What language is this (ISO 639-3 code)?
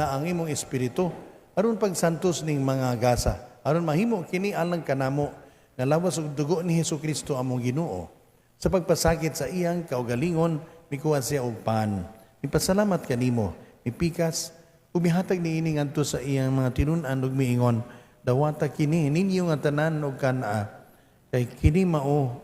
ceb